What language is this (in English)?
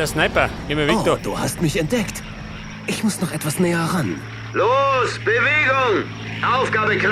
Bavarian